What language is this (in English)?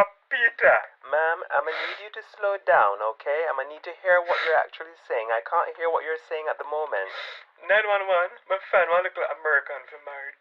Jamaican Creole English